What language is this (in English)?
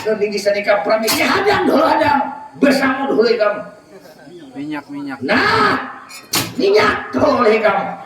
Banjar